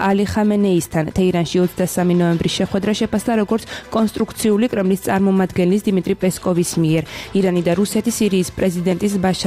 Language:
Georgian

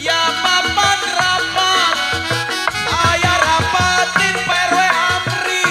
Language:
Betawi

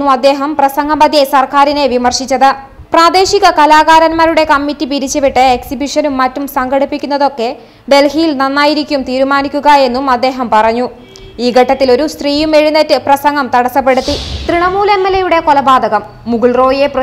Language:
Malayalam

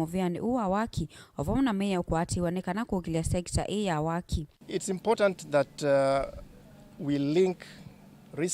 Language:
Kamba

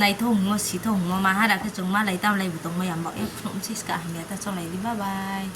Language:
Riang (India)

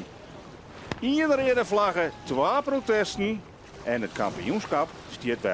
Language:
Western Frisian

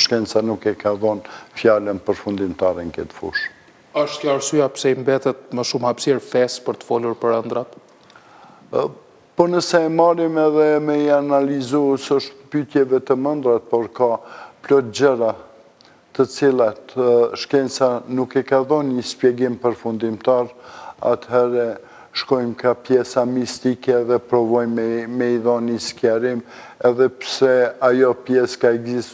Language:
Albanian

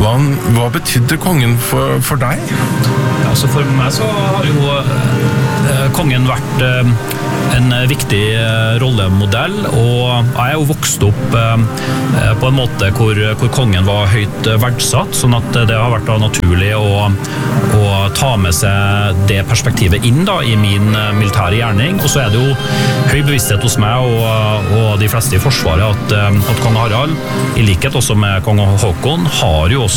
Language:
Norwegian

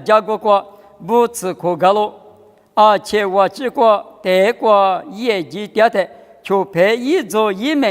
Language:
Lisu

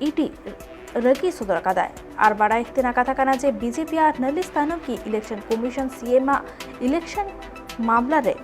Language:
Santali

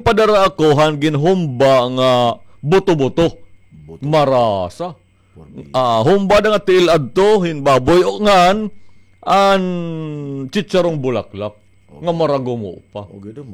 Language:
Waray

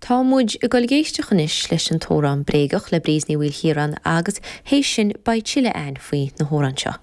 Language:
Irish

